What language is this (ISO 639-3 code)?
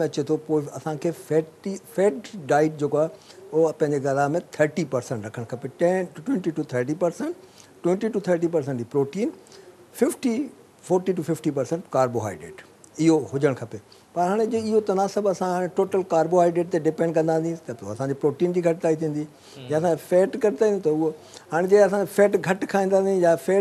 snd